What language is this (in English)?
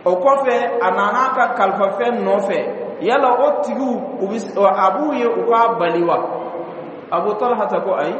Dyula